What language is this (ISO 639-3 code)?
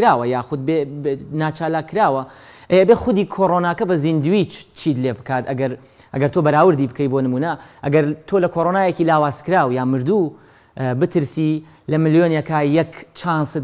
ckb